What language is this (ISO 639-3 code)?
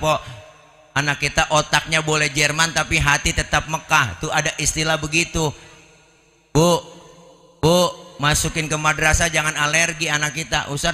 bew